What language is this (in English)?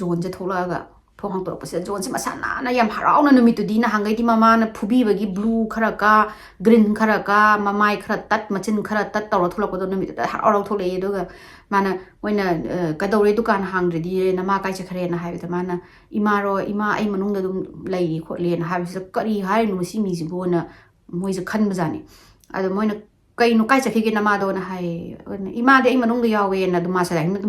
Manipuri